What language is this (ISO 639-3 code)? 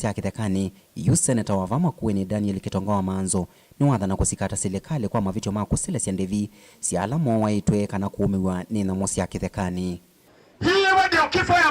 kam